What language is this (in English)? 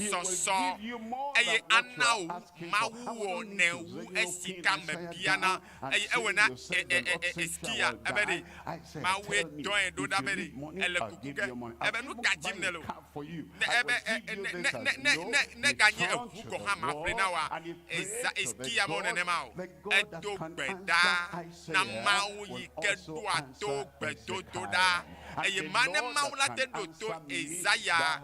Ewe